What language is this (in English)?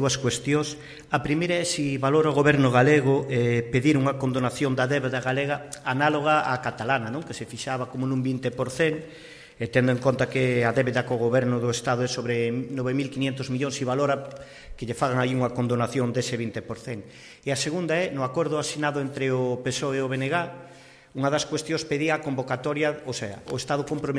Galician